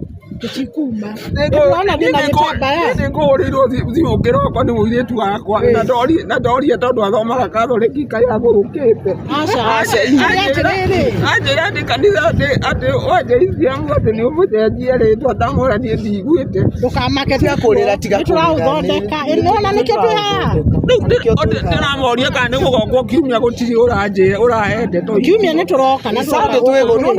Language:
Kikuyu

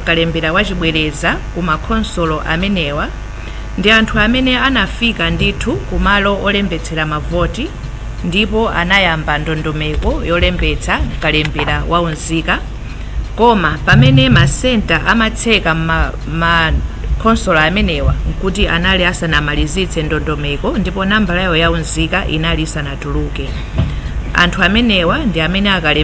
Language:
Nyanja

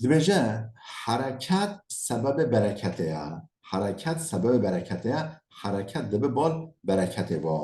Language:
Kurdish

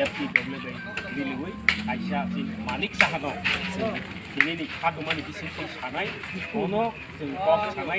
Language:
Kok Borok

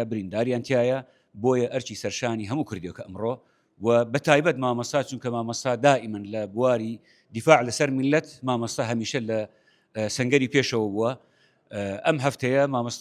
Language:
Central Kurdish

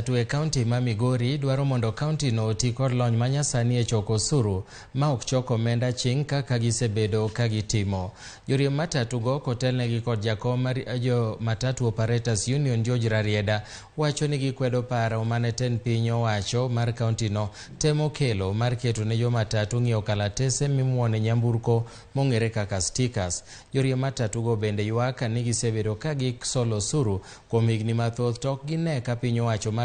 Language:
Luo (Kenya and Tanzania)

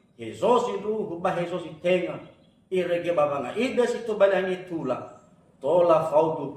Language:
Nias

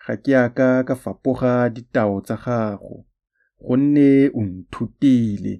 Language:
Tswana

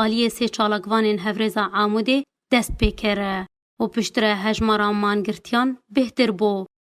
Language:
Kurdish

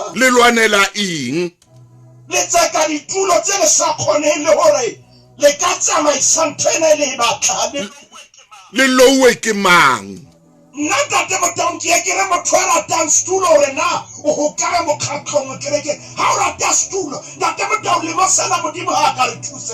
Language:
Southern Sotho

